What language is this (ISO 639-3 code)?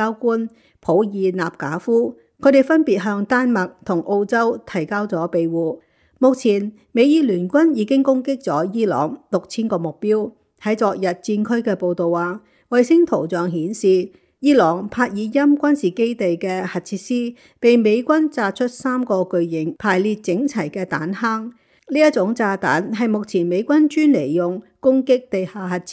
yue